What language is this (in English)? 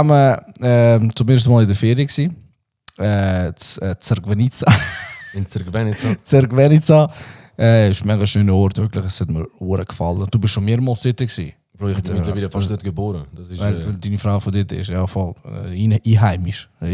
Swiss German